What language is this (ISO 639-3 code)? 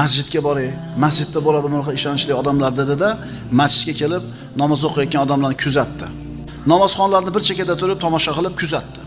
uzb